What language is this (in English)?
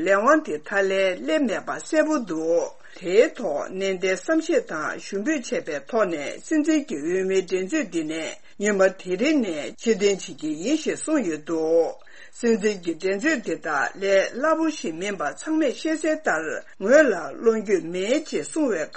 Tibetan